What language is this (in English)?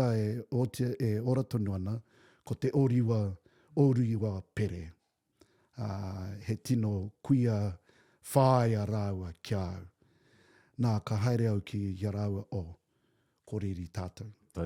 Māori